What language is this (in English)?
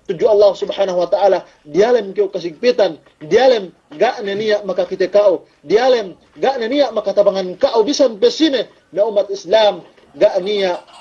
Yakan